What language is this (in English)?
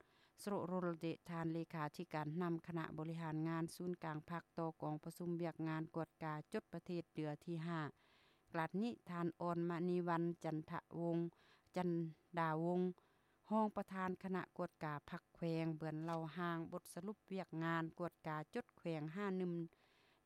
Lao